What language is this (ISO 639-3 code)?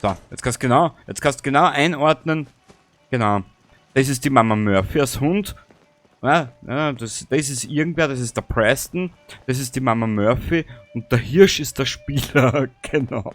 bar